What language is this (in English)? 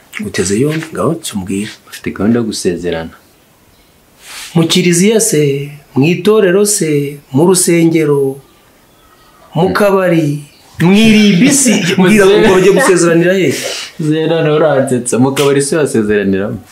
Kinyarwanda